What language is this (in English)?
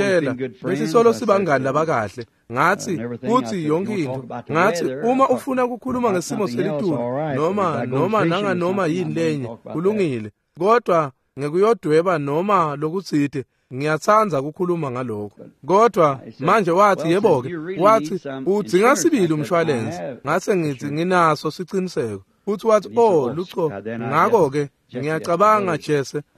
Swati